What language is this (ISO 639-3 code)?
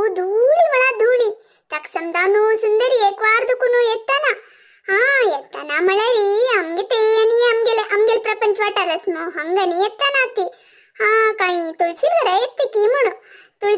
kok